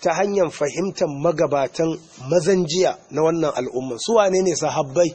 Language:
Hausa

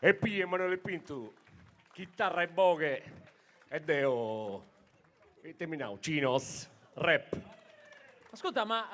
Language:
Sardinian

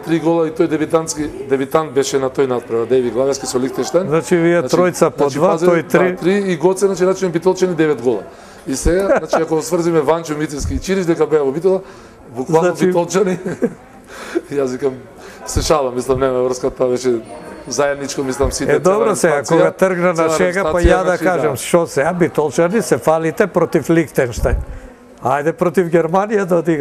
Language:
Macedonian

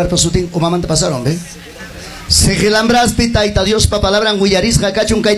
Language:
Ayacucho Quechua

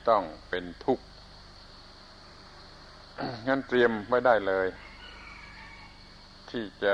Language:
Thai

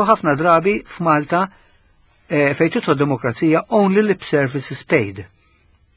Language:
Maltese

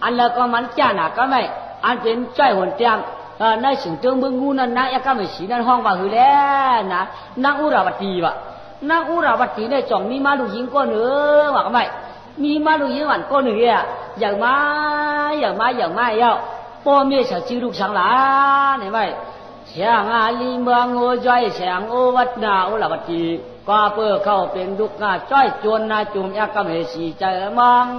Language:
Shan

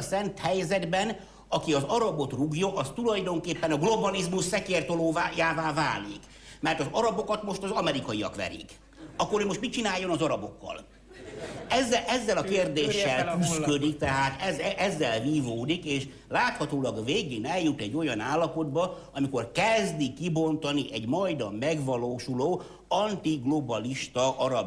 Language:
Hungarian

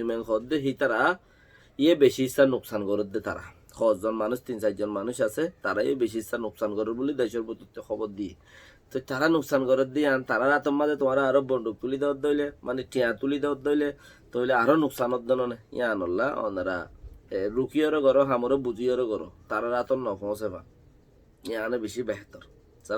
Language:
Rohingya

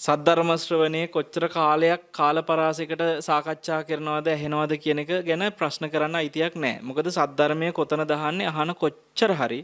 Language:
Sinhala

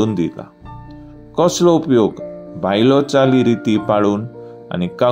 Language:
Konkani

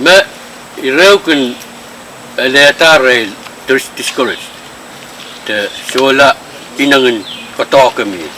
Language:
Pohnpeian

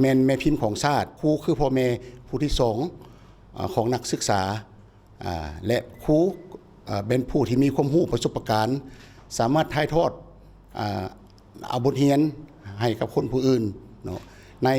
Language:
Lao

